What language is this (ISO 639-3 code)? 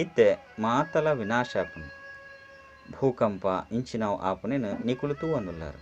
tcy